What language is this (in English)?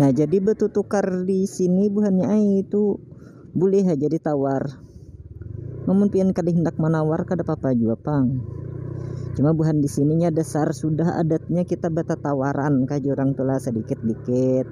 Banjar